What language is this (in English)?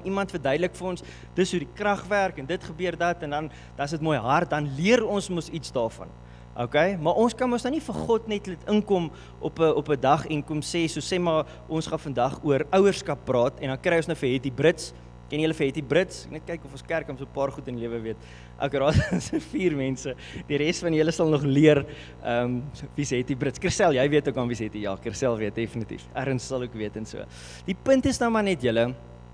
Afrikaans